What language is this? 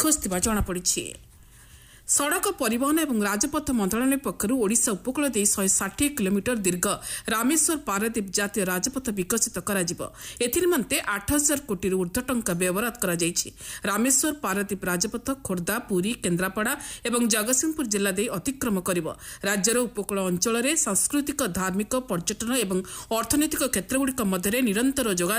Odia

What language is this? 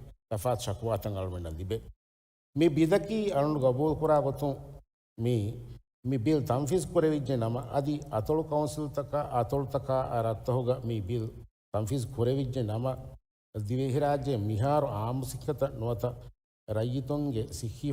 Divehi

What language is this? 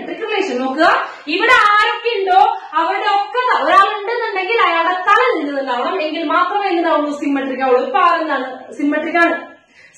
Malayalam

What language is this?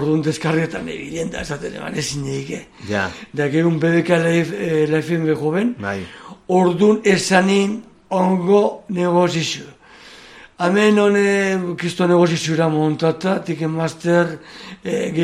Basque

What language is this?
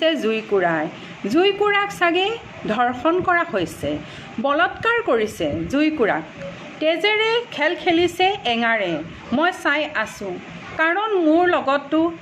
Assamese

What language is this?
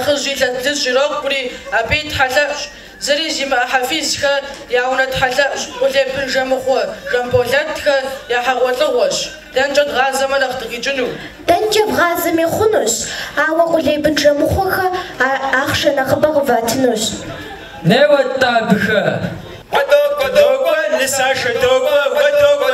Kabardian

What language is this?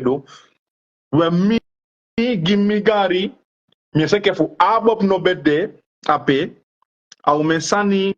Sranan Tongo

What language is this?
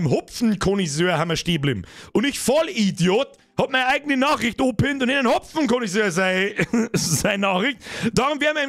Bavarian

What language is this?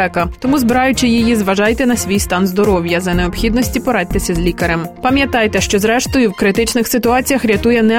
Ukrainian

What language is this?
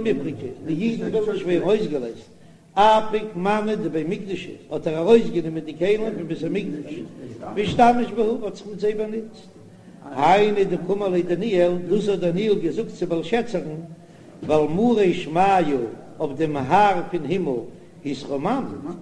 Yiddish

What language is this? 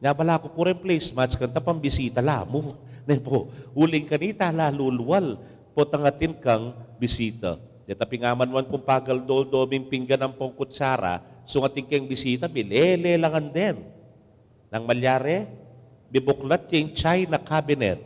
Pampanga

